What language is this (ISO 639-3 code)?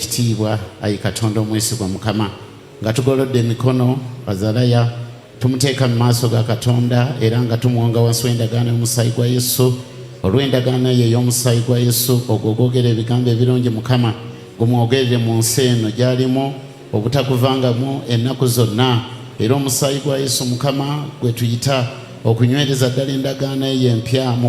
lug